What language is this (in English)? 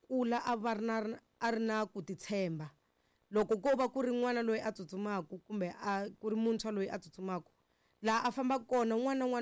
Tsonga